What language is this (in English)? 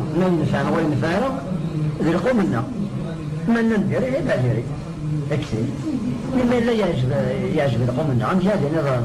Kabyle